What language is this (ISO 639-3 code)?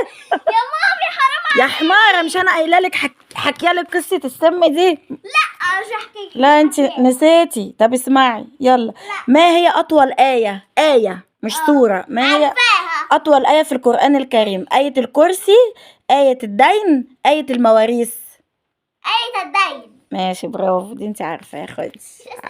arz